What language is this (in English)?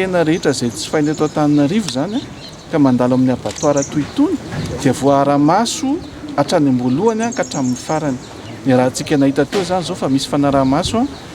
Malagasy